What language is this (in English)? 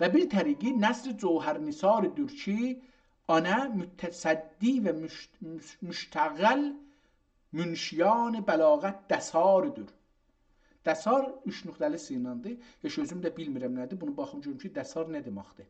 South Azerbaijani